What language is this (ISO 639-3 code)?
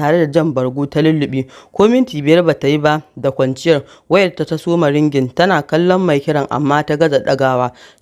hau